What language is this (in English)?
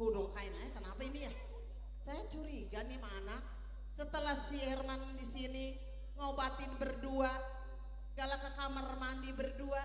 Betawi